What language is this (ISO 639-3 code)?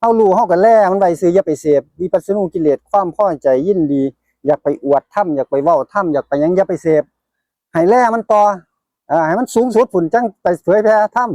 tts